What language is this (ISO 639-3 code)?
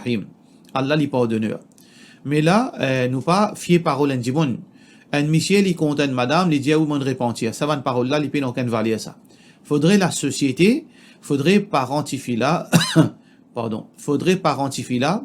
mfe